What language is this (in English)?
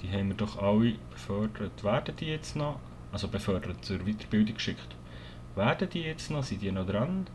Swiss German